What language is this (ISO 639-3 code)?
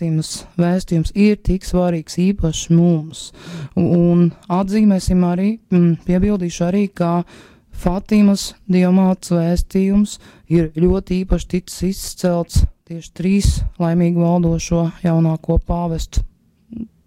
lav